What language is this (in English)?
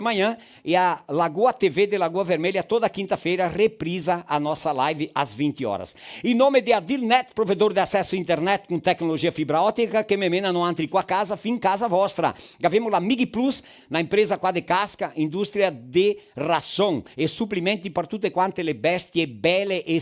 Venetian